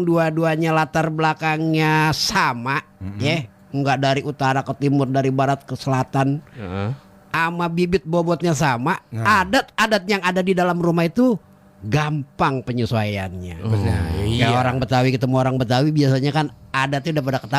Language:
Betawi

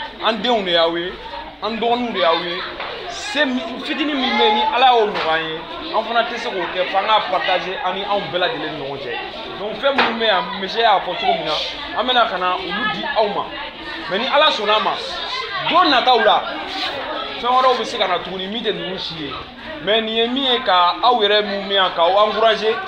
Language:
Bambara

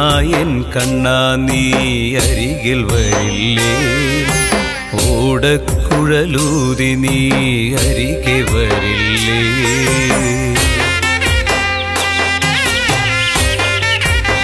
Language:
Malayalam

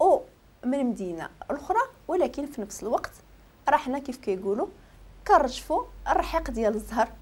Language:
Moroccan Arabic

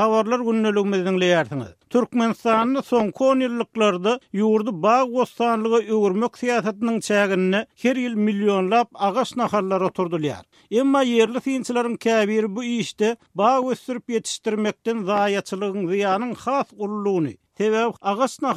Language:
Turkmen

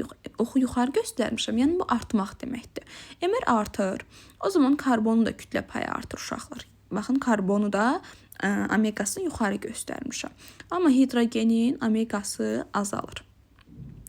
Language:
Azerbaijani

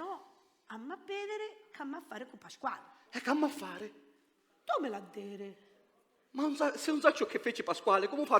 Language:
Sicilian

